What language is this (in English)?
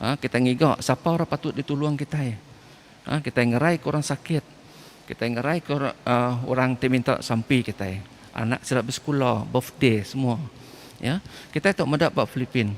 Iban